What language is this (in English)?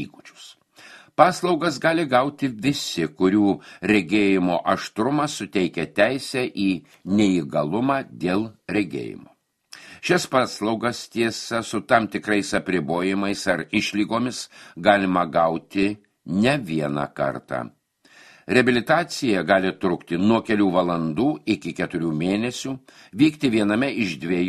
Lithuanian